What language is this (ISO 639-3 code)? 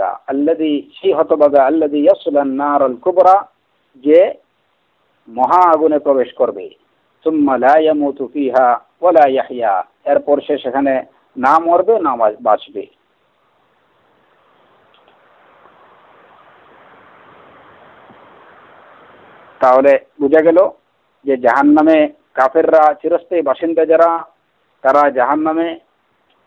ben